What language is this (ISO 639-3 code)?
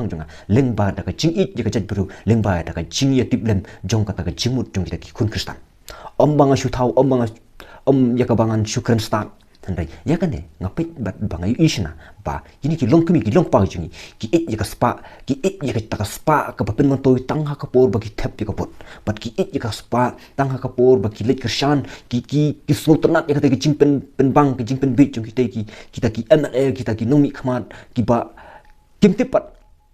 kha